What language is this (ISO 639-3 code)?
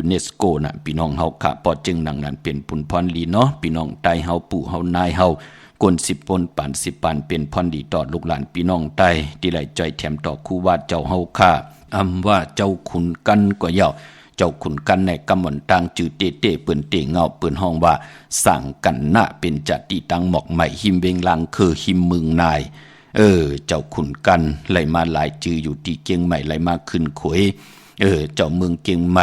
shn